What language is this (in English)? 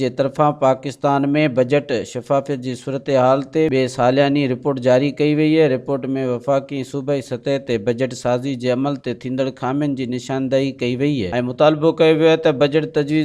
Sindhi